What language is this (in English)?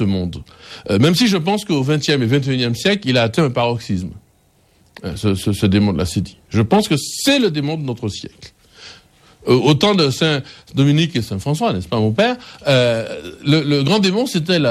French